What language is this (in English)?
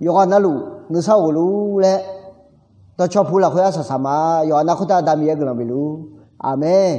Akha